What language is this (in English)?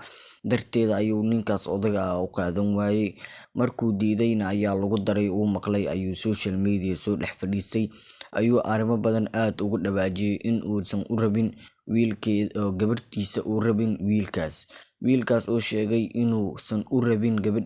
Somali